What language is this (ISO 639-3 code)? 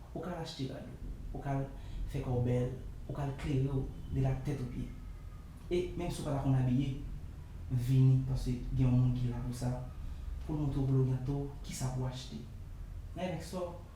hat